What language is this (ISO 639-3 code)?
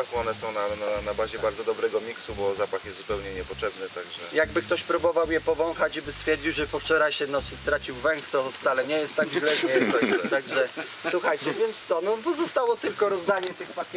pol